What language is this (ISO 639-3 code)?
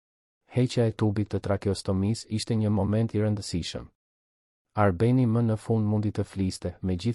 sqi